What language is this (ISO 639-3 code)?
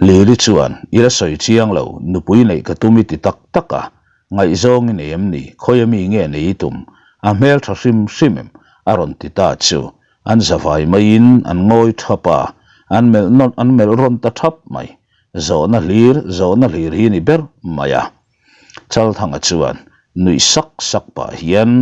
lus